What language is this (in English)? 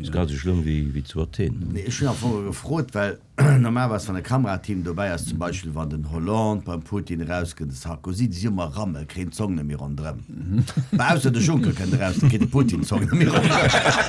Luxembourgish